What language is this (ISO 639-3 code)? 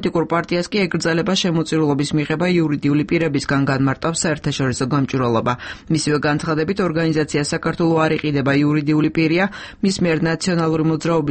kat